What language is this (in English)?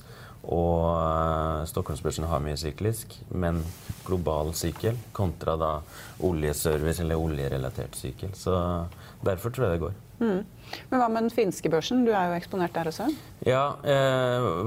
Norwegian